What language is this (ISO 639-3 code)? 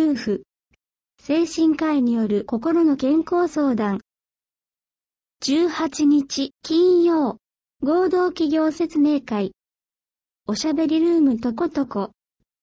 jpn